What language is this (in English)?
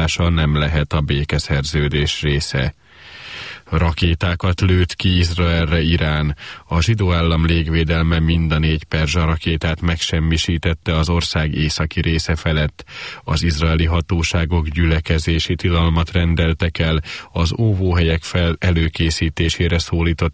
Hungarian